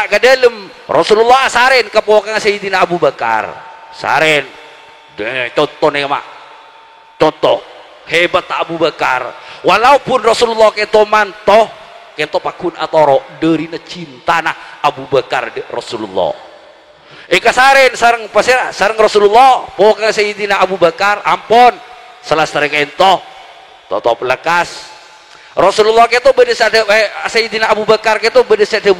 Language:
Madurese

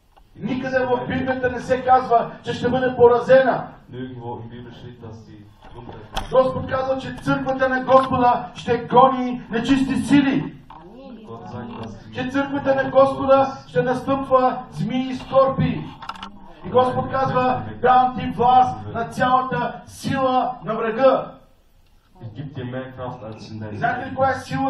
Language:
Bulgarian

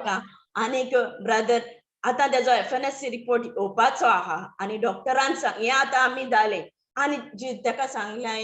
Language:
Konkani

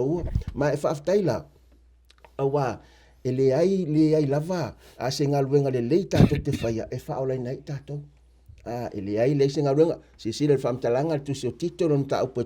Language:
Samoan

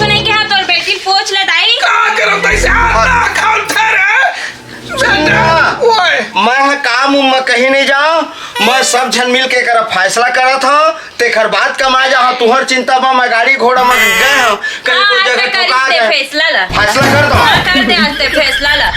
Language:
Chhattisgarhi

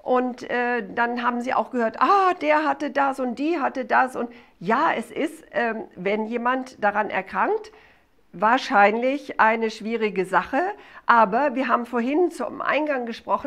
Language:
German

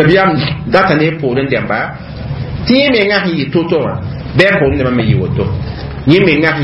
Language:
Mossi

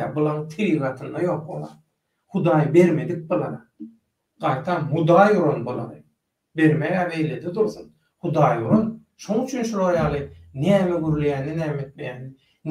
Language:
Turkmen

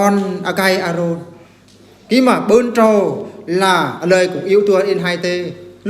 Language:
Eastern Bru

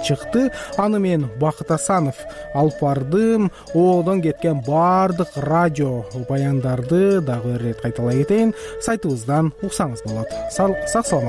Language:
Kyrgyz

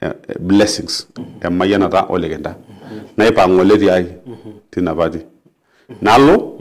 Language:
Masai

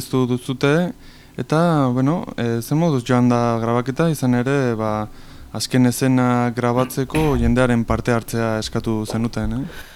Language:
Basque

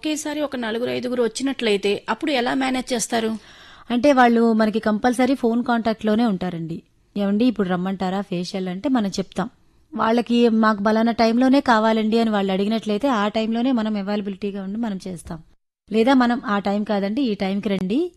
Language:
Telugu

